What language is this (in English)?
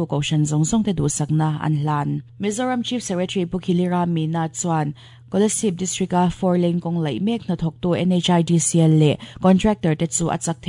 Mizo